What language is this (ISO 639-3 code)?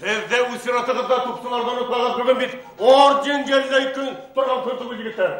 bak